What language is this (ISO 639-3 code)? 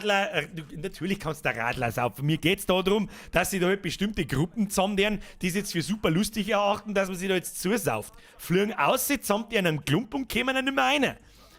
bar